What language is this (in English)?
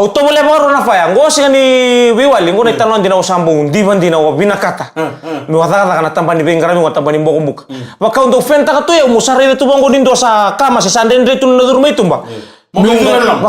Fijian